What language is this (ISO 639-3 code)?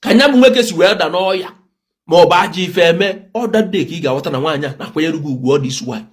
ibo